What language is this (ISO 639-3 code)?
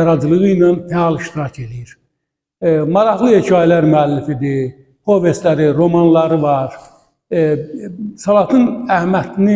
aze